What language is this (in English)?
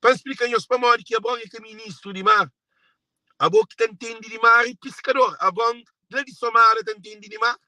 Kabuverdianu